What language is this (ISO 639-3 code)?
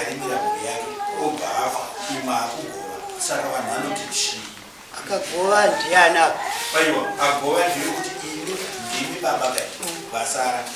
sna